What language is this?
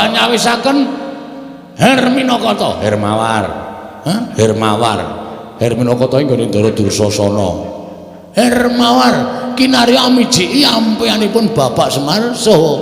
Javanese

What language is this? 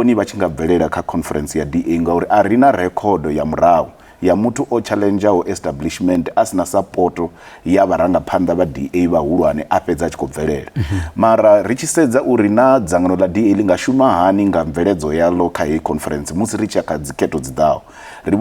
Venda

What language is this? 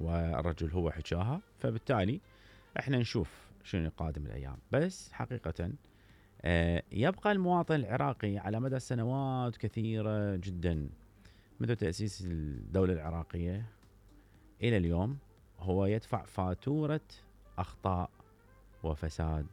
Mesopotamian Arabic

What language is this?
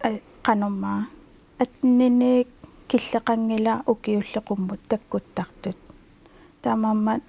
Kalaallisut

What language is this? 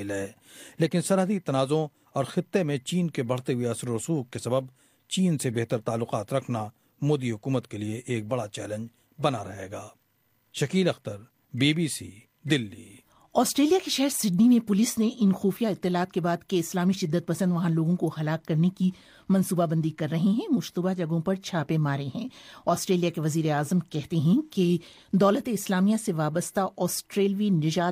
Urdu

